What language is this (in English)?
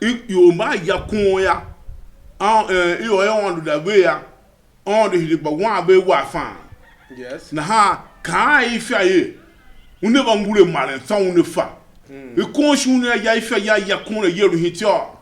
Tiv